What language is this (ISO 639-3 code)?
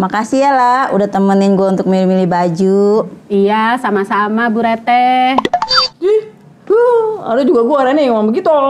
bew